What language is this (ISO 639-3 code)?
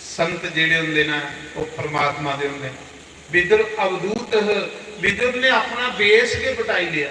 doi